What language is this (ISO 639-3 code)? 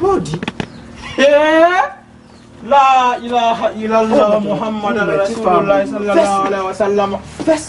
ful